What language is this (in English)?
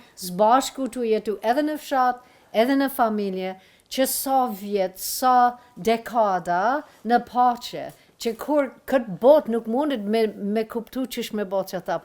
Albanian